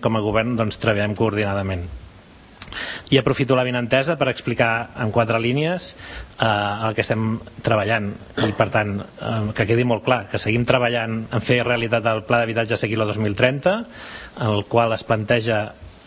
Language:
Catalan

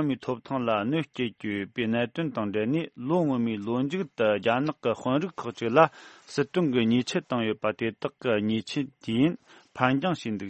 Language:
Tibetan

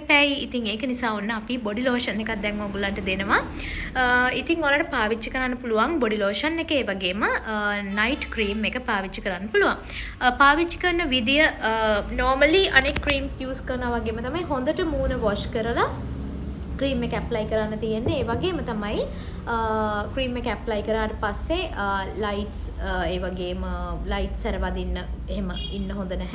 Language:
Sinhala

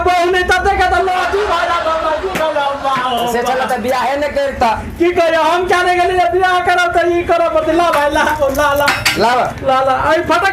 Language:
Maithili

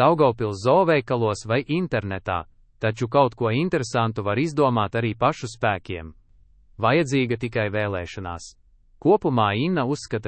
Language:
Latvian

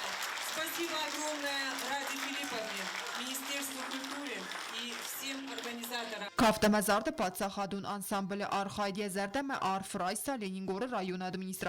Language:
Ossetic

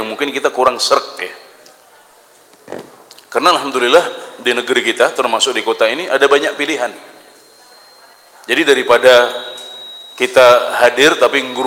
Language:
Indonesian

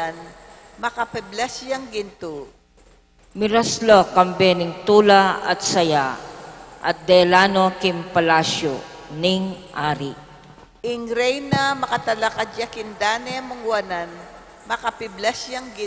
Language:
Pampanga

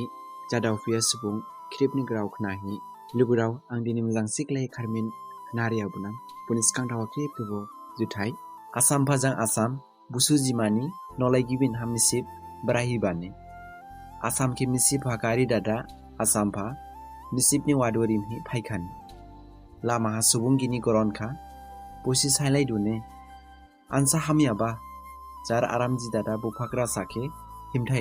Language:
Dimasa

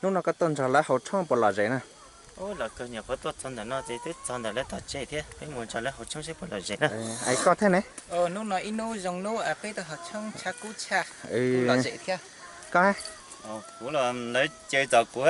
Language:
Hmong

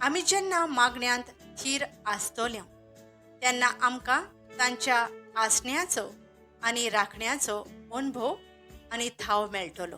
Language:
Konkani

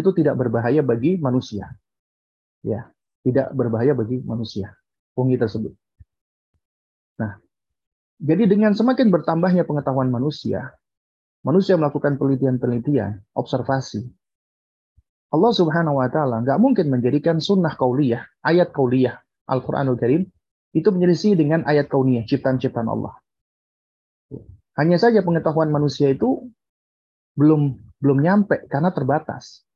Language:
Indonesian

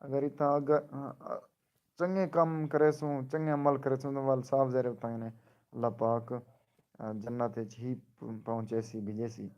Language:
Saraiki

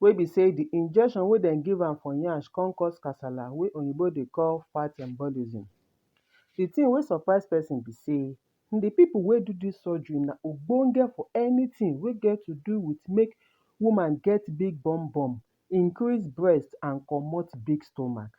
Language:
Nigerian Pidgin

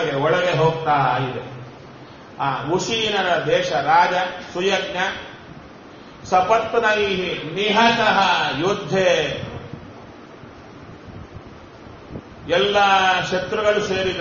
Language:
Kannada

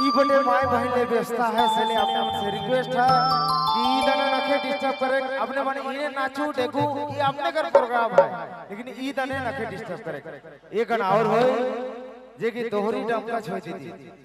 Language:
Sadri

